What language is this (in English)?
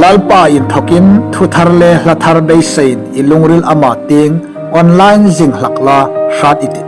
Hmar